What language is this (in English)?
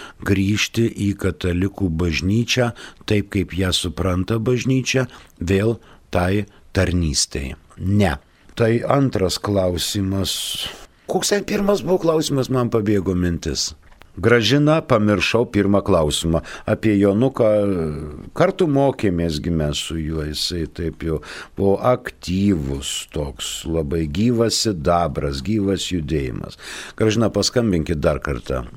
Lithuanian